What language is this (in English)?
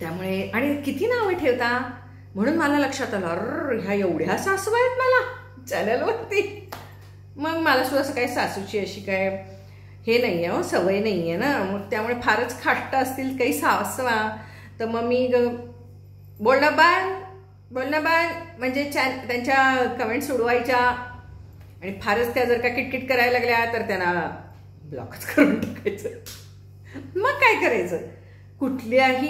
Marathi